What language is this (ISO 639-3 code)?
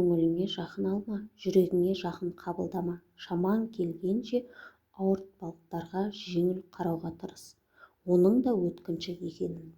kaz